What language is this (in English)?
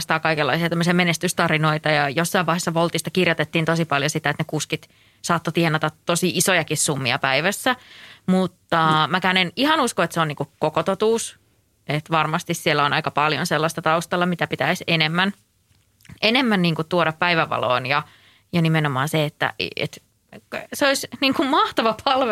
Finnish